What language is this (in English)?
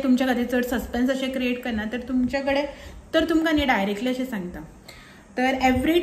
Konkani